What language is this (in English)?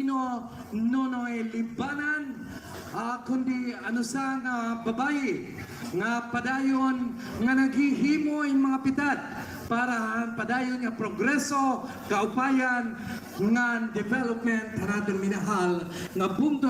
Waray